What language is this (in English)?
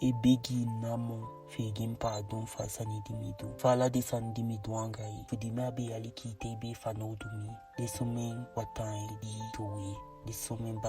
Eastern Maroon Creole